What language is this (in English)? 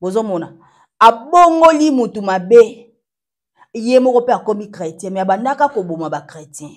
Lingala